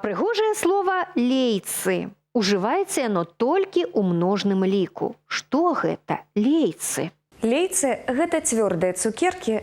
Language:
Belarusian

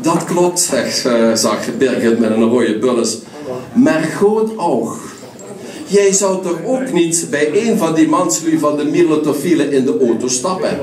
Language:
Limburgish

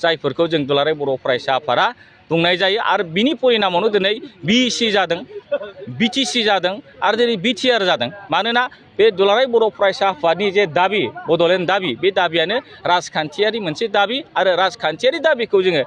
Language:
Bodo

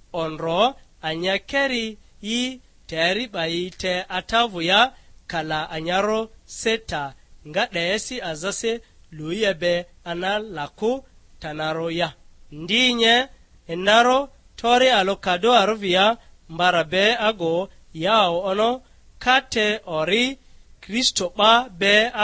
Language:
Lugbara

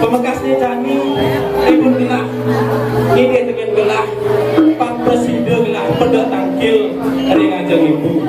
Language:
Balinese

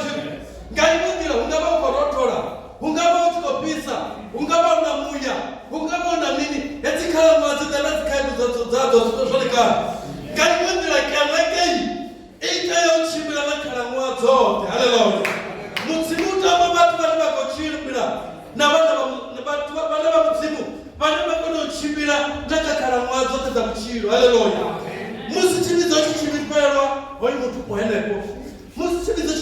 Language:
Venda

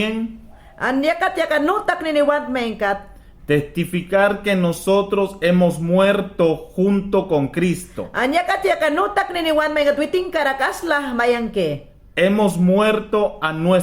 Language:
Mayangna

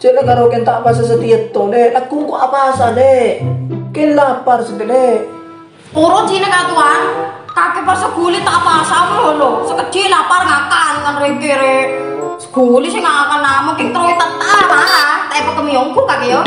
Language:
Madurese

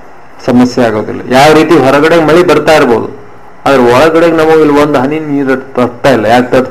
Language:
Kannada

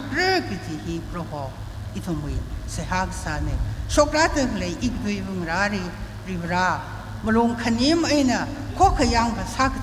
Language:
Tangkhul Naga (India)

